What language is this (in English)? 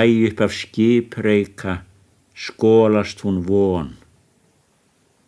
Icelandic